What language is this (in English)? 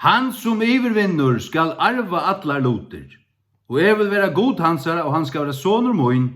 Faroese